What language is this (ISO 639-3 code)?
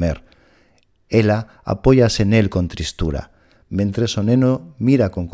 glg